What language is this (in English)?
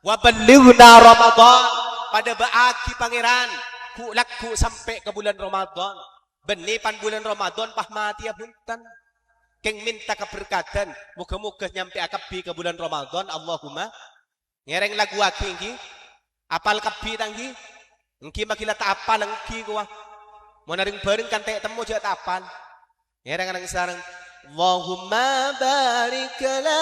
Madurese